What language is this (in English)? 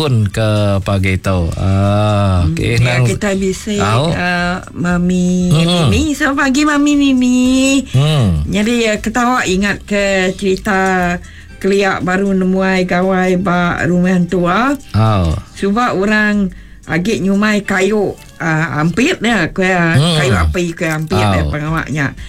Iban